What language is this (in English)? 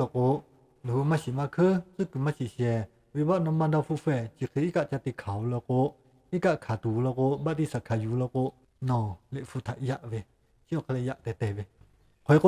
Lahu